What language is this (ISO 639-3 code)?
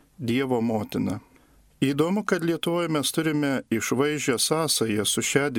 lit